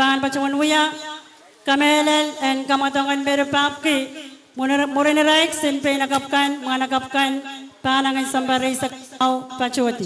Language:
Pohnpeian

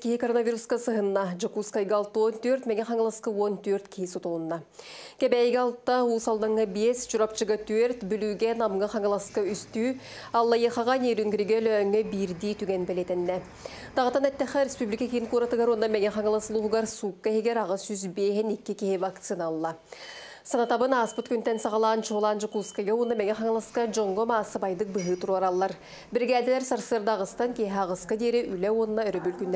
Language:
Yakut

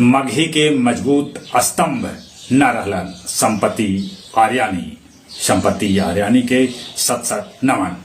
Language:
Magahi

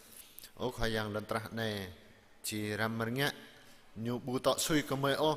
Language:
Jarai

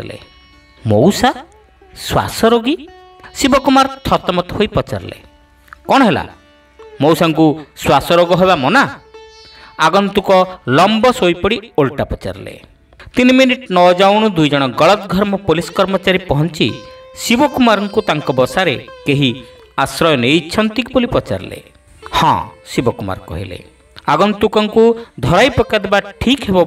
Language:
Odia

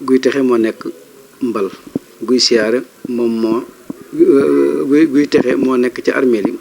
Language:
Wolof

